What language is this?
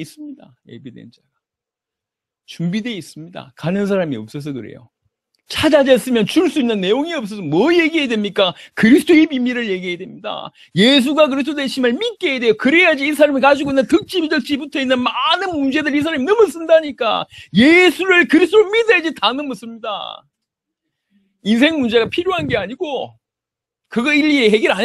Korean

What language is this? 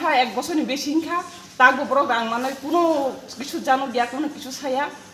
Kok Borok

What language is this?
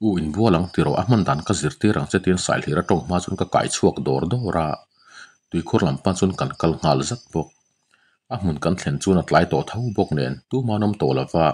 Mizo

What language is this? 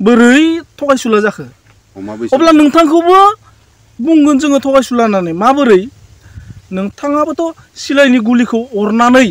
Bodo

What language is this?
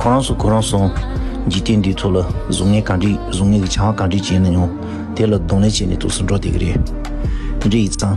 Tibetan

